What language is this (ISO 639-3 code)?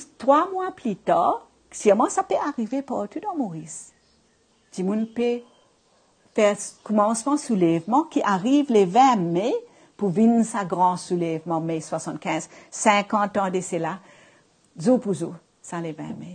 mfe